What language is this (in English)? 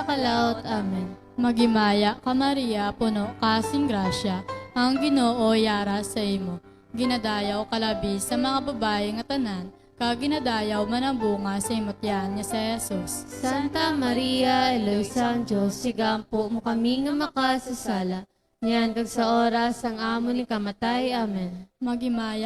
Hiligaynon